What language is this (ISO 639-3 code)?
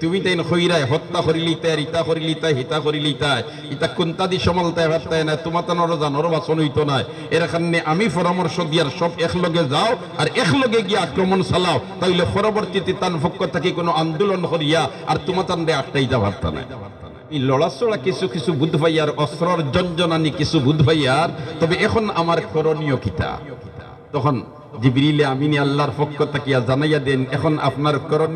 syl